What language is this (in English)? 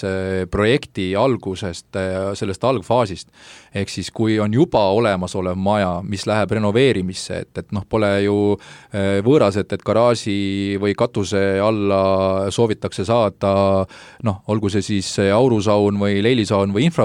Estonian